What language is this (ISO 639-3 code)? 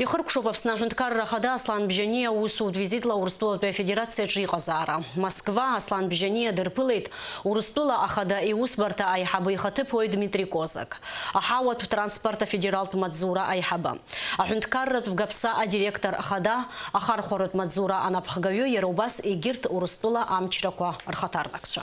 abk